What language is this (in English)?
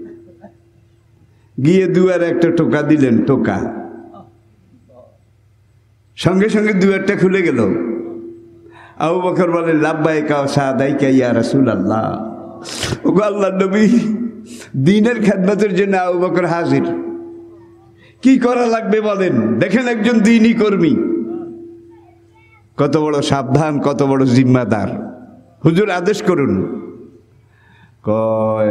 Bangla